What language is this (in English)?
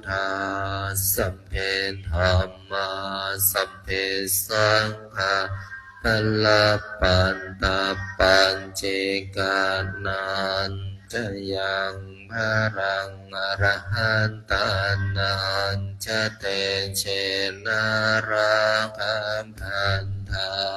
Pali